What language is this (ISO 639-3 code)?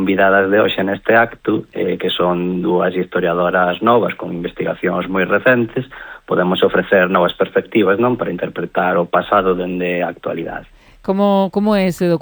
glg